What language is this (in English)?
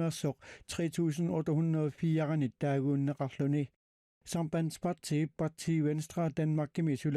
Kalaallisut